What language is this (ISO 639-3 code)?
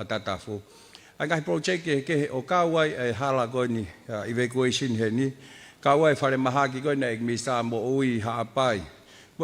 ton